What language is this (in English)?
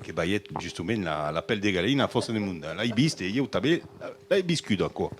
Occitan